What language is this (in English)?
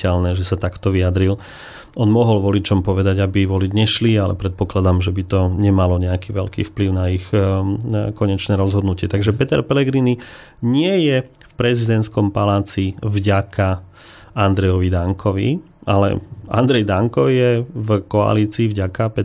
Slovak